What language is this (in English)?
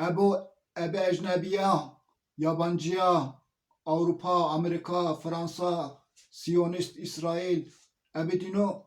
Zaza